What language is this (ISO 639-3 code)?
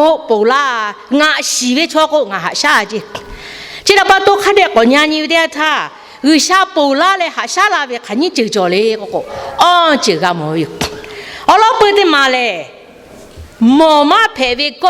lhu